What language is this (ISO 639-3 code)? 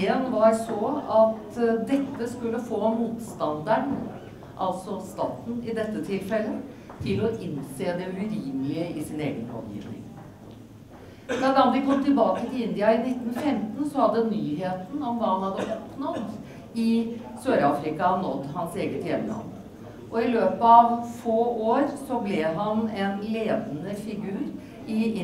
nor